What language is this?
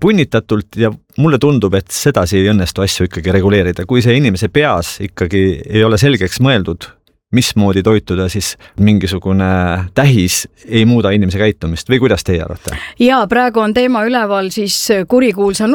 Estonian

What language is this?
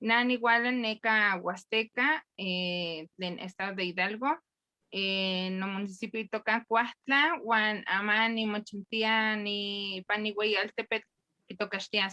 Eastern Huasteca Nahuatl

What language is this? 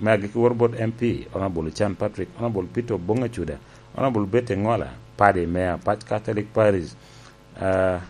Lango (Uganda)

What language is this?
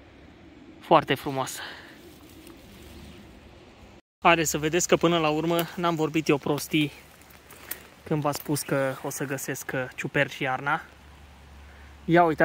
Romanian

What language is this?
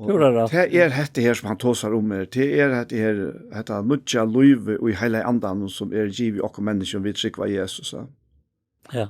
Faroese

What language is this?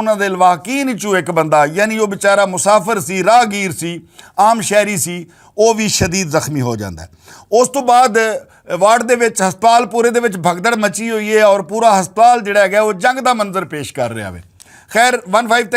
Western Panjabi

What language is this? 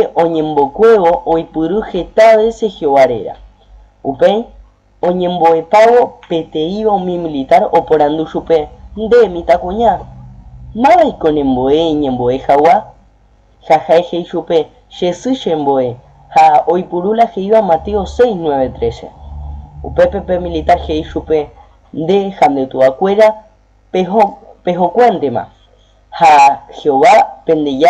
Guarani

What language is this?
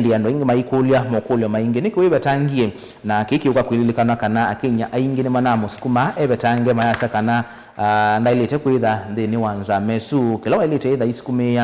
Kamba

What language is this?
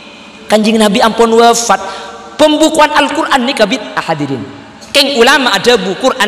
Madurese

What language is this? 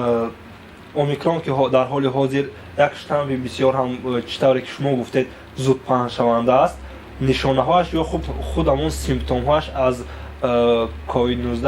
Tajik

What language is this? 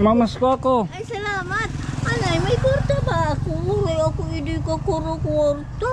Waray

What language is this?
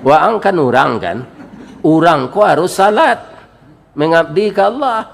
Minangkabau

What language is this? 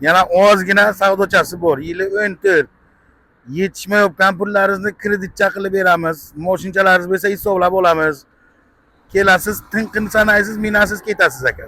Uzbek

